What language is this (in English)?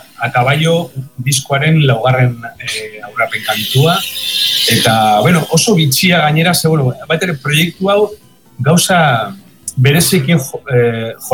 Basque